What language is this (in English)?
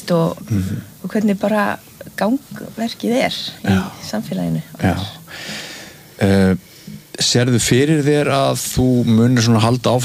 Icelandic